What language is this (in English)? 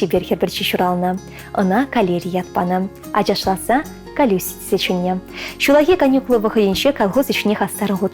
Chuvash